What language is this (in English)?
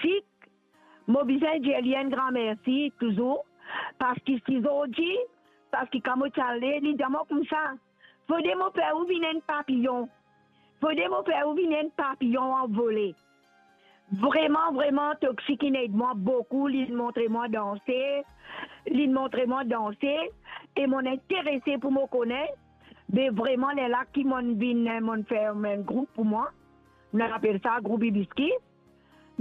Morisyen